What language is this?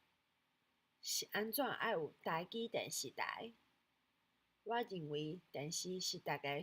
Min Nan Chinese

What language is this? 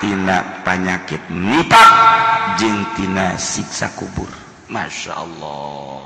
Sundanese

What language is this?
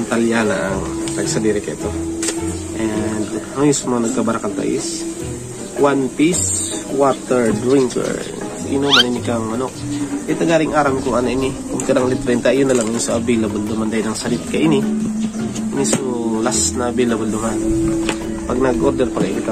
Bikol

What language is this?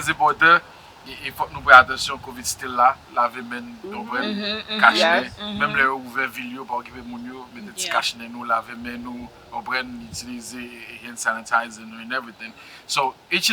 Haitian Creole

